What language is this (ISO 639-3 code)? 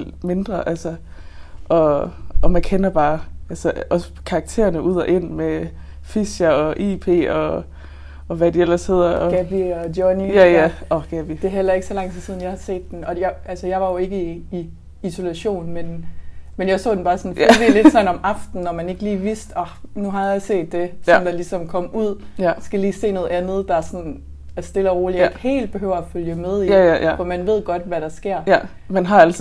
dan